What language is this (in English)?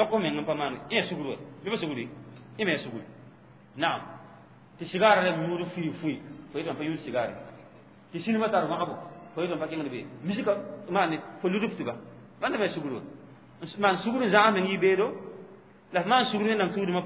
Mossi